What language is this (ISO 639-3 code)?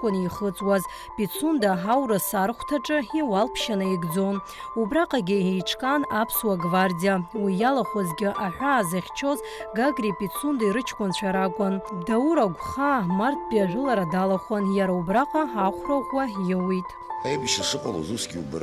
abk